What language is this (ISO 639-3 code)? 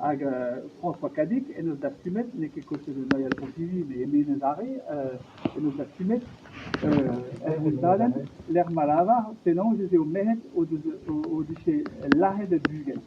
bre